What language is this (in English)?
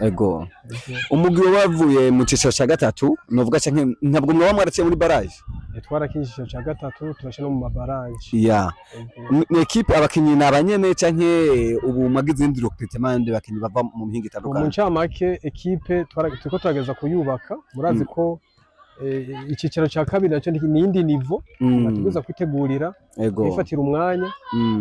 Rundi